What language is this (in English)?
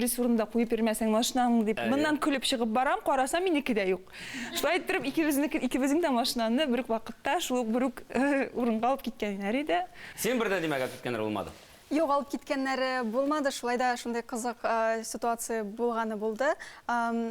Tatar